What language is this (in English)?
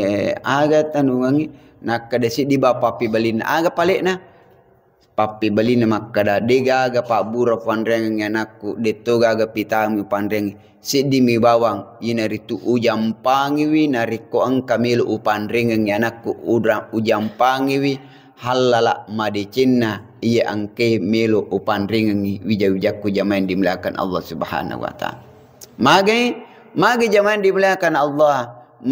Buginese